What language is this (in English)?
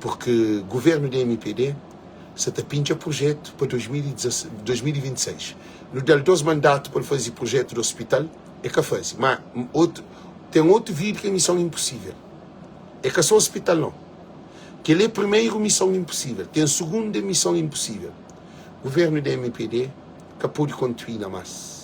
Kabuverdianu